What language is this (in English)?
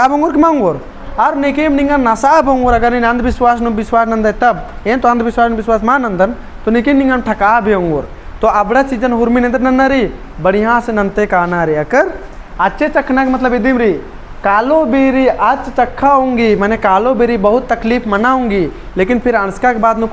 Kurukh